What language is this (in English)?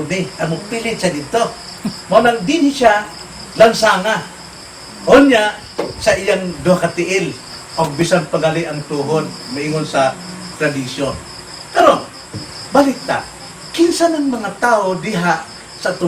Cebuano